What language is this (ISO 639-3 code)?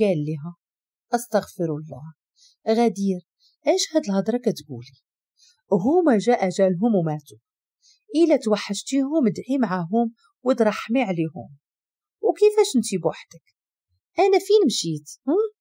ary